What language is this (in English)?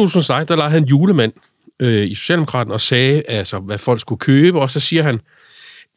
Danish